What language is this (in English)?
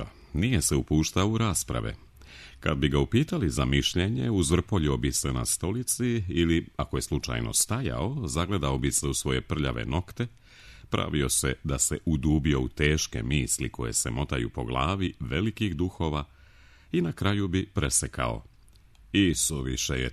Serbian